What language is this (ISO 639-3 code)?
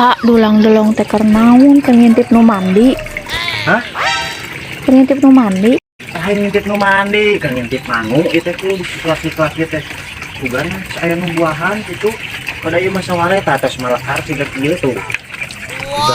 sun